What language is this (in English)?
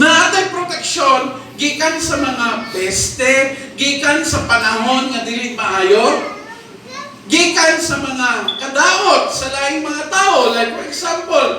Cebuano